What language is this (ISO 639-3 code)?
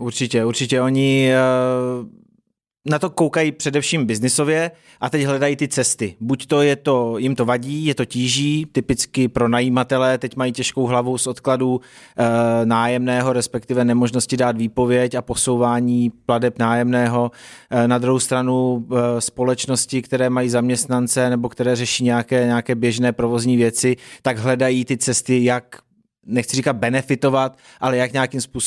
ces